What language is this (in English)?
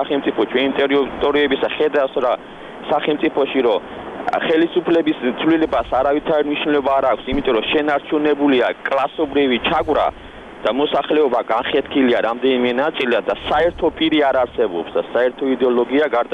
Georgian